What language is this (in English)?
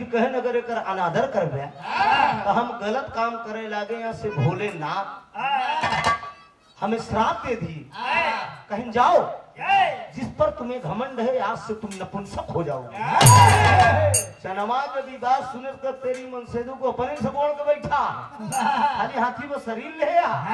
Bhojpuri